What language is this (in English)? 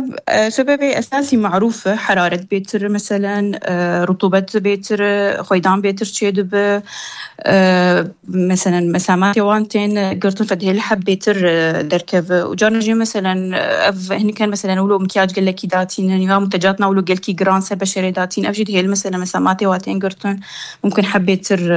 North Levantine Arabic